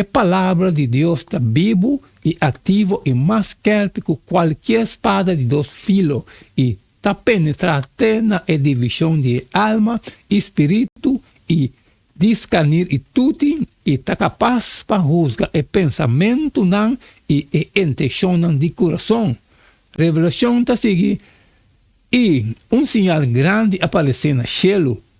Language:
Papiamento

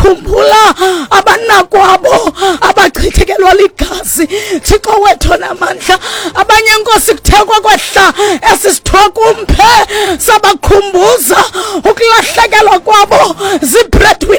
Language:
Xhosa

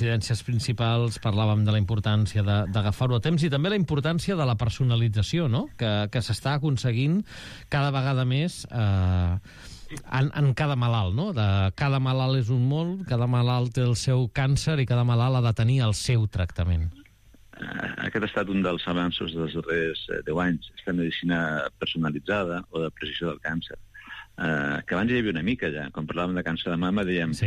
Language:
Catalan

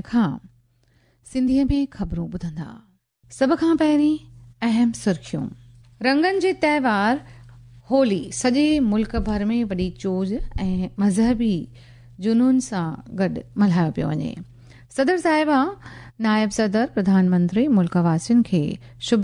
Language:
Sindhi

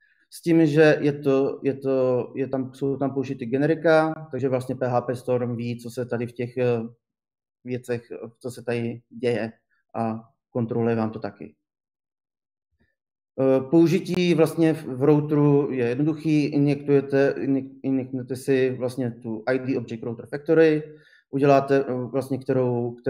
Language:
Czech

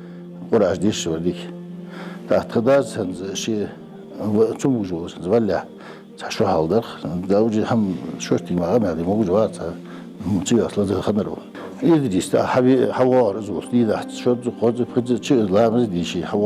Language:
Ingush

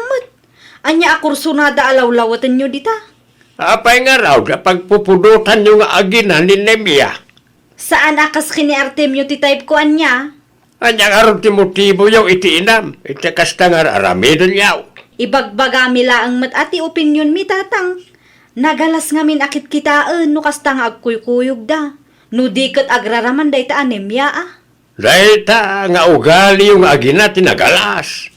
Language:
Iloko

